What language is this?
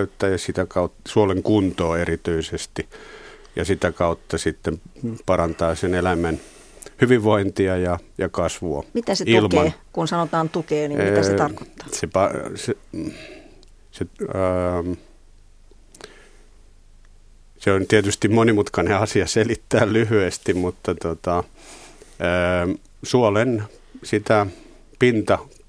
Finnish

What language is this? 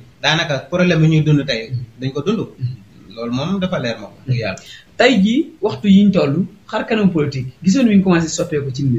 Wolof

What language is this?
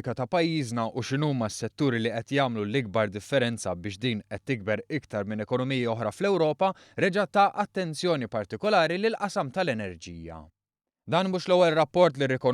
Maltese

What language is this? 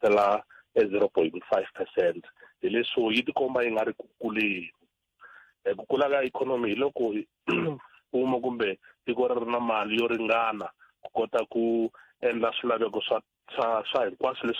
Tsonga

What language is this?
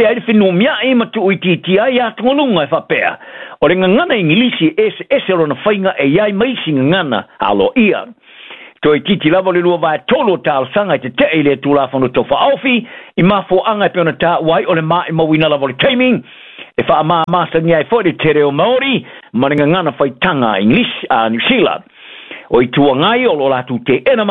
Samoan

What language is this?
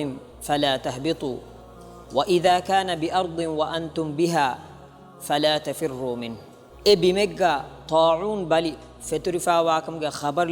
Divehi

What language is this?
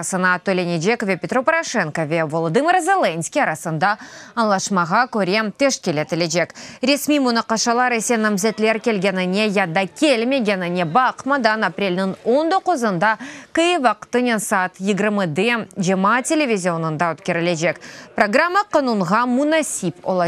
Crimean Tatar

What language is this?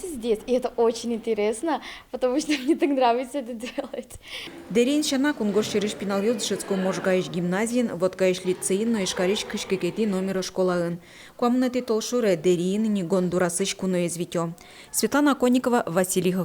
Udmurt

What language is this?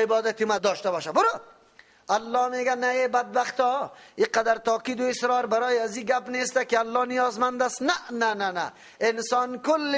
Persian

